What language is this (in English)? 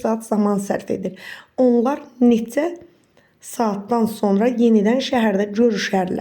Azerbaijani